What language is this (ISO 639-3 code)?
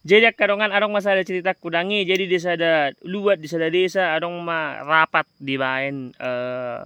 bbc